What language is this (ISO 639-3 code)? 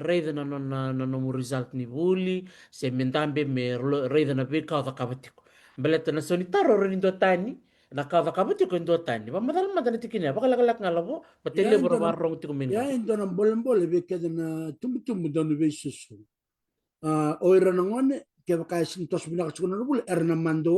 fij